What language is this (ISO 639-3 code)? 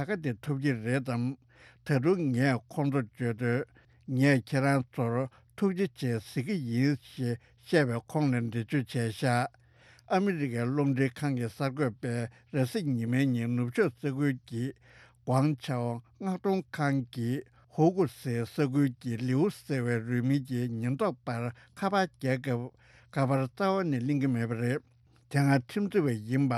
bod